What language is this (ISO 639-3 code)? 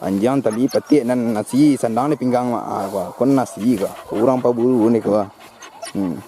min